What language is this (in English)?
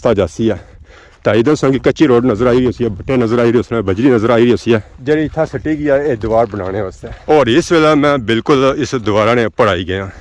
Pahari-Potwari